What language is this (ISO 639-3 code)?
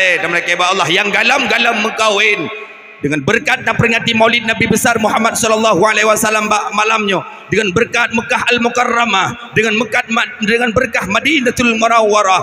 ace